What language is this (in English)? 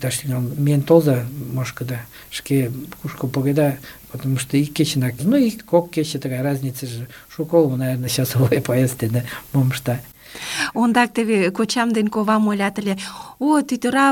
Mari